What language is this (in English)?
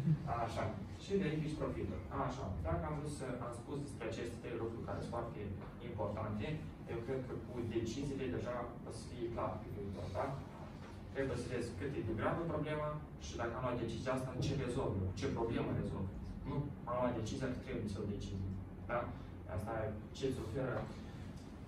Romanian